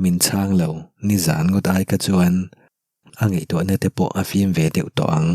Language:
Mizo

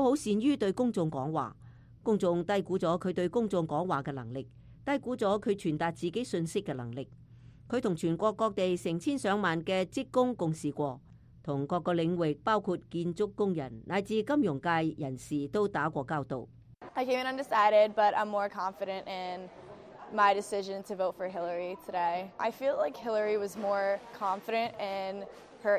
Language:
Cantonese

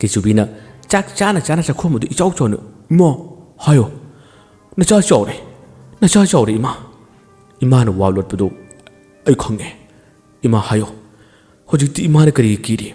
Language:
Manipuri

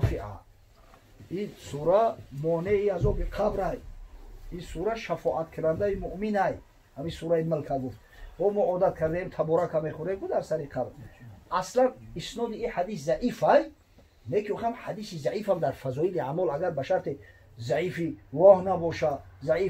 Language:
Tajik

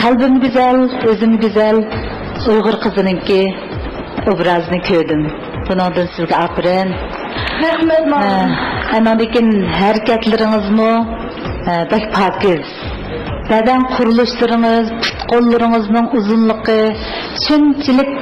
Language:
Uyghur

